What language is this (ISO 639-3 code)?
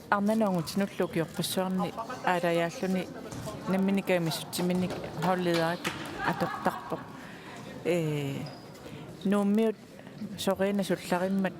kal